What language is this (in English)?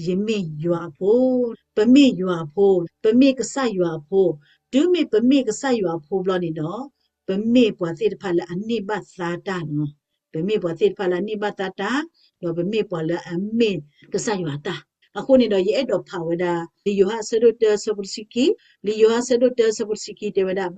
S'gaw Karen